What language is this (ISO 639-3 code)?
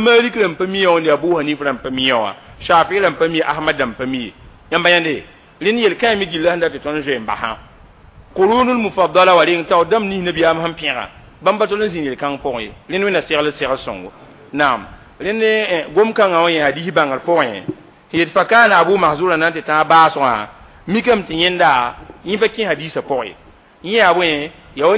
mos